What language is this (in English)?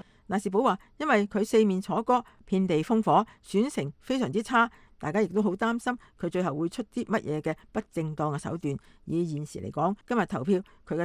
Cantonese